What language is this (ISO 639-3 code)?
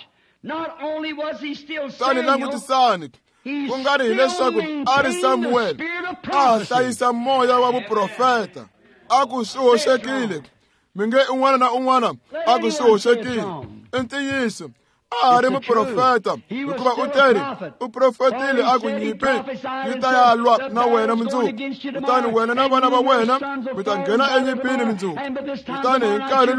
tso